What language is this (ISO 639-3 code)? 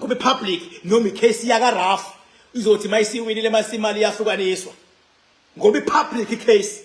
zul